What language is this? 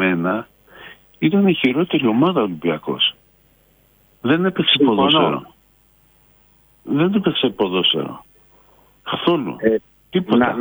Greek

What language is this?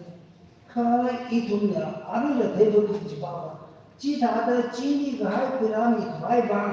Tangkhul Naga (India)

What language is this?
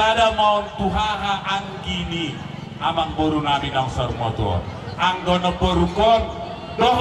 Batak Toba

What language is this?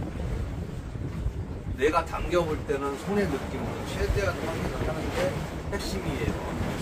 Korean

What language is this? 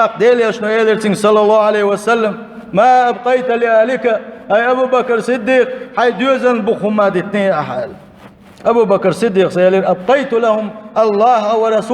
Chechen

